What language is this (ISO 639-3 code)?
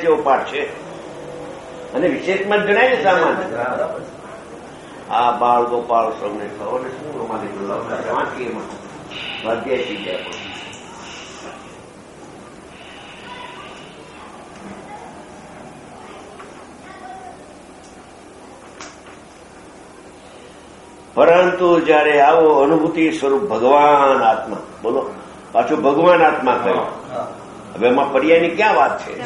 guj